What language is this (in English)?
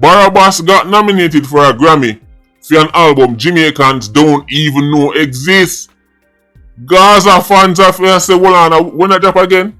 Jamaican Creole English